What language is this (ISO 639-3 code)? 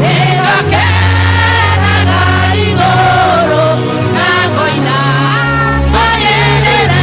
kik